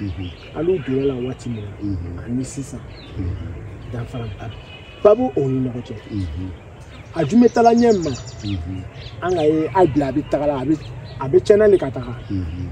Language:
Bambara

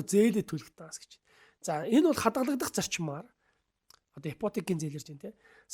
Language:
Mongolian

